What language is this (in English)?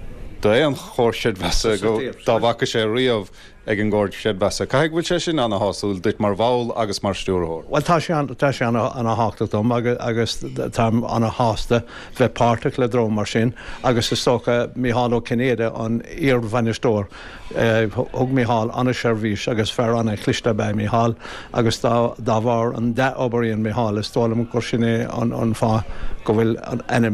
Irish